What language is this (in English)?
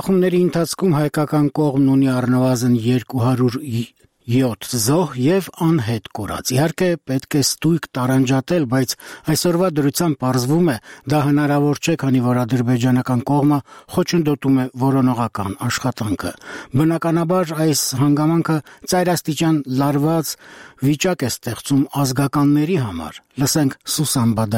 Armenian